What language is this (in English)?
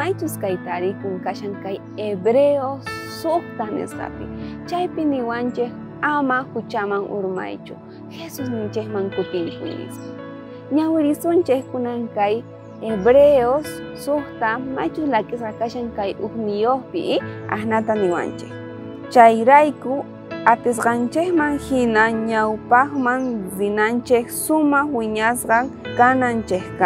South Bolivian Quechua